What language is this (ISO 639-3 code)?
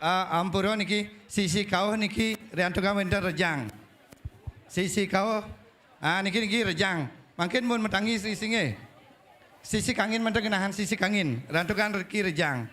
ban